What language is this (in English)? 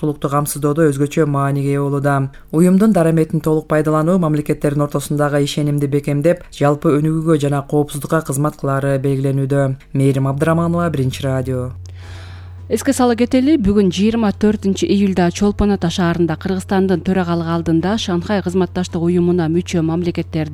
Kyrgyz